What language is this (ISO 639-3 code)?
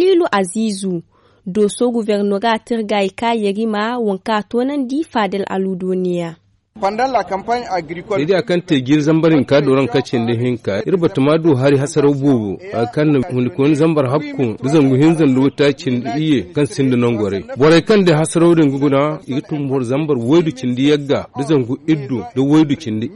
dje